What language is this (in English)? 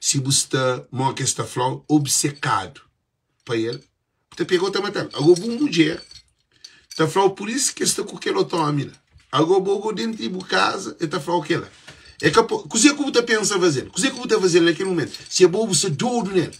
Kabuverdianu